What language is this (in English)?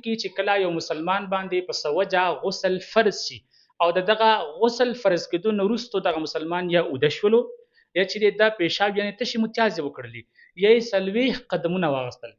Pashto